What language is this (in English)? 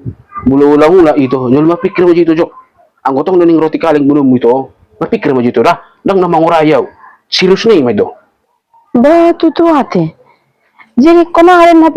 Batak Toba